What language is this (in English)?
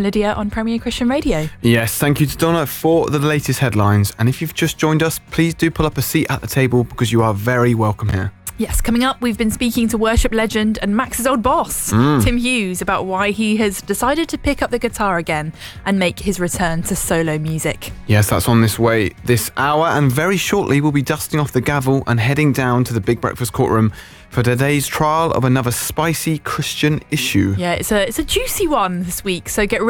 English